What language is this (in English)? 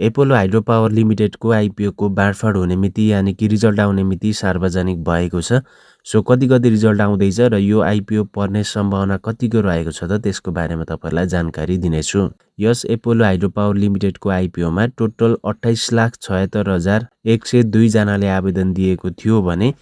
Nepali